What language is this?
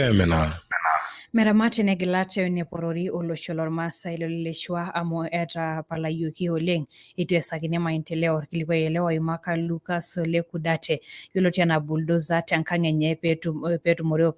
Masai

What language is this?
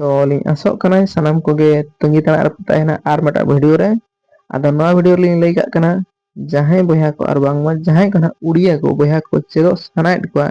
Santali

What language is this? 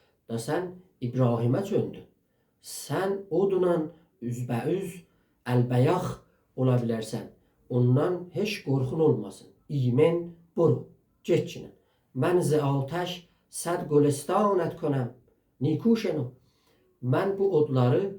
South Azerbaijani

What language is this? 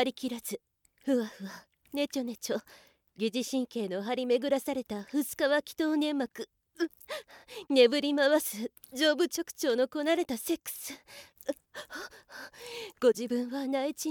Japanese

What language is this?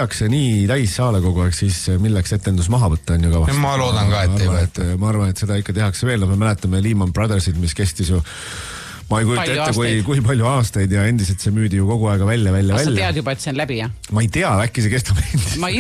Estonian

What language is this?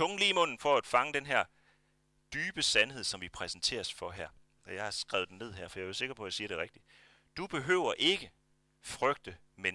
Danish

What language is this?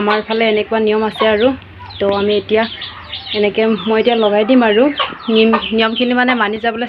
Assamese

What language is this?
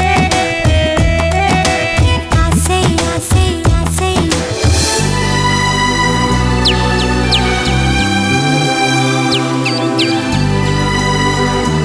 Tamil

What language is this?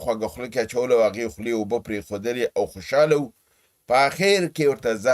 Pashto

